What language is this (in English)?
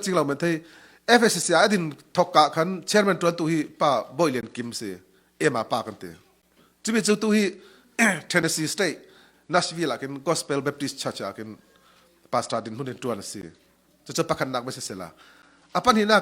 Falam Chin